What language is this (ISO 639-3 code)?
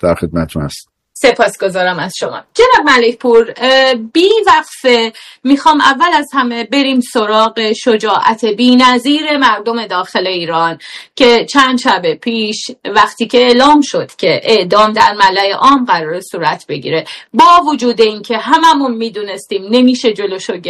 fas